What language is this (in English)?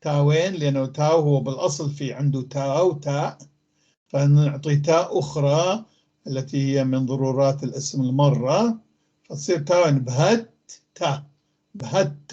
North Levantine Arabic